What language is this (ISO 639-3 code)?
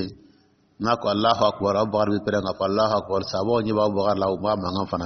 dyu